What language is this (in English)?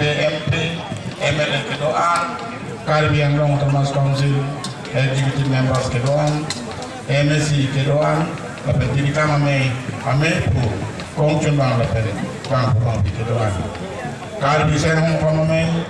Karbi